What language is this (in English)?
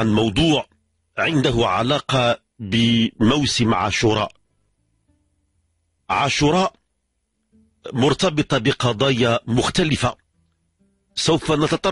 Moroccan Arabic